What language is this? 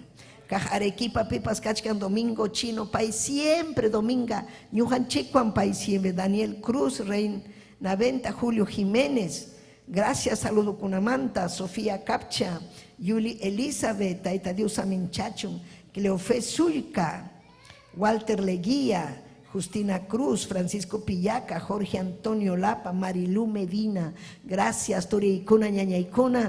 Ayacucho Quechua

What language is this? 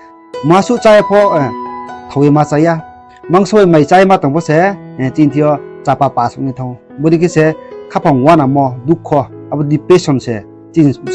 Riang (India)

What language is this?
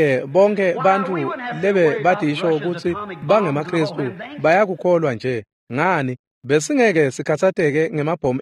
Swati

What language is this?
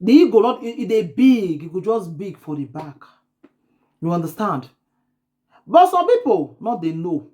Nigerian Pidgin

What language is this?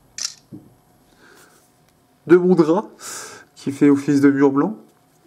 French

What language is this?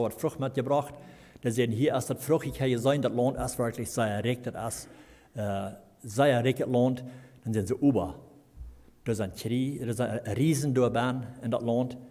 Plautdietsch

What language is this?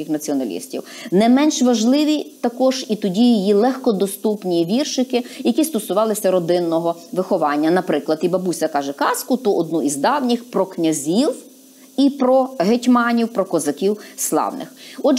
Ukrainian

